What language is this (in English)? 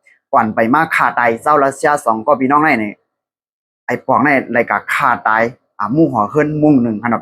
Shan